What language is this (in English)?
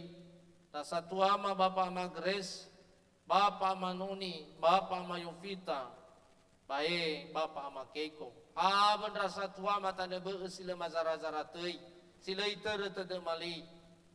Nias